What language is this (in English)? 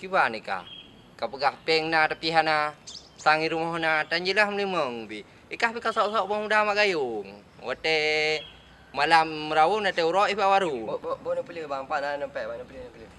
Achinese